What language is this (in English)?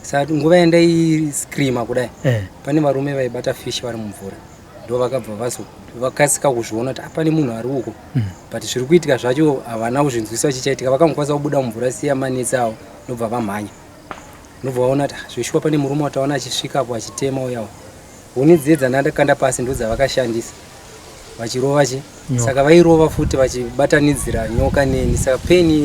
Shona